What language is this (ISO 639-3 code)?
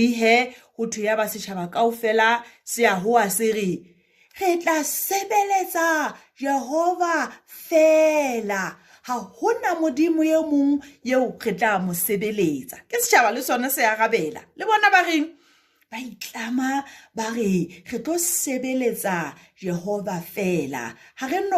sot